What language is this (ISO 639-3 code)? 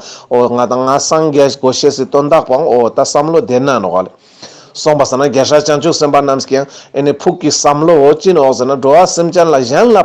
lbj